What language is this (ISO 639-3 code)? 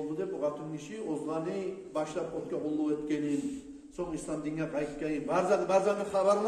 kum